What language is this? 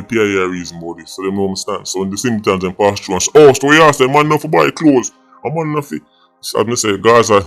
Jamaican Creole English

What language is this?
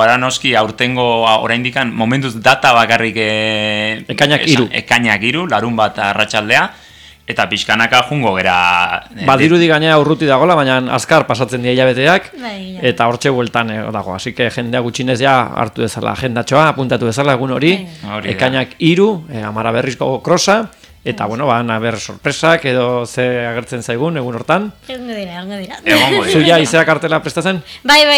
Basque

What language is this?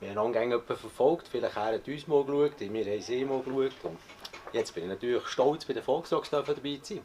Swiss German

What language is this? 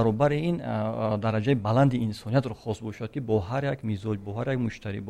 Tajik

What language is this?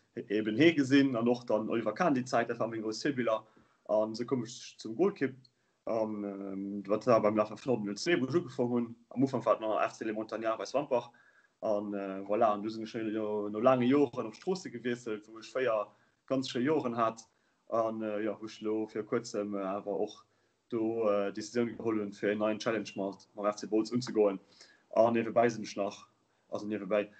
Luxembourgish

